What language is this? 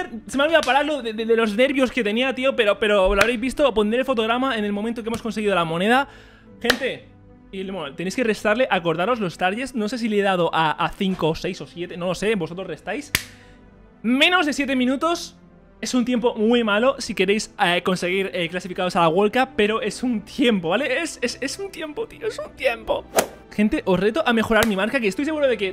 Spanish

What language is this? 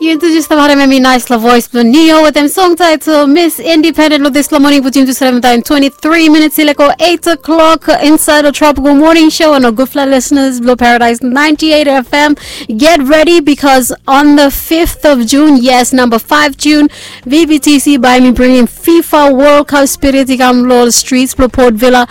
Bislama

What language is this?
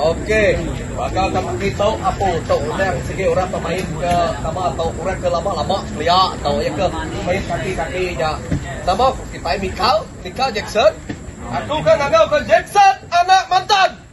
Iban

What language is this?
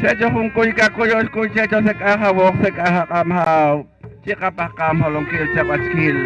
Poqomchi'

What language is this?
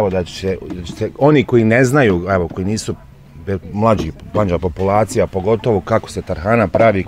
Bosnian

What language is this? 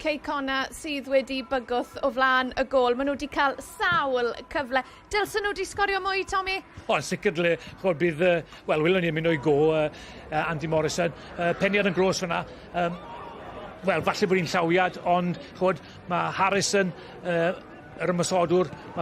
Welsh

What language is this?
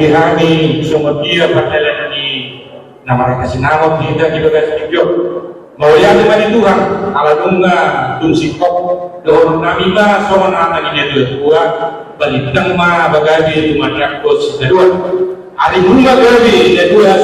Batak Toba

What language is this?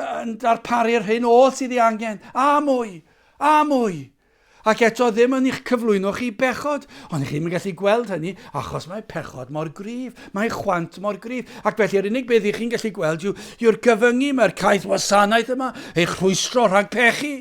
Welsh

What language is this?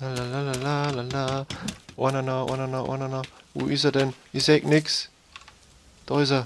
Bavarian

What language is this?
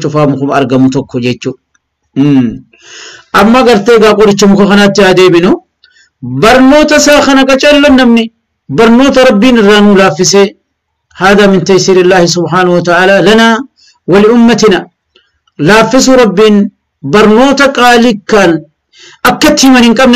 Oromo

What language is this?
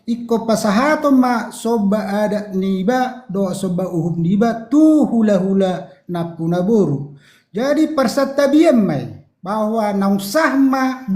Batak Toba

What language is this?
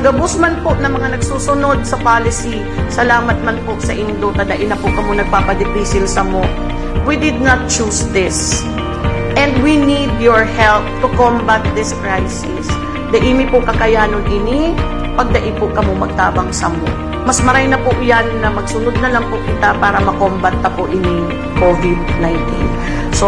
Bikol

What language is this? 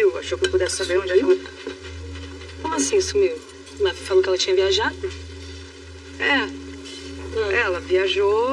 Portuguese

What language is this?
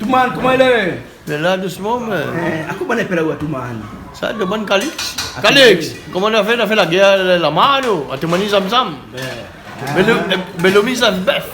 Réunion Creole French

